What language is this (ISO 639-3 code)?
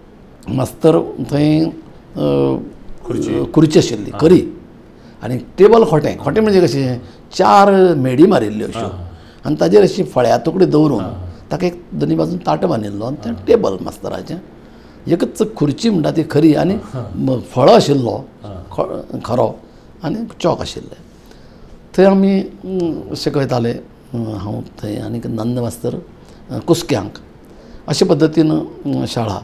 kok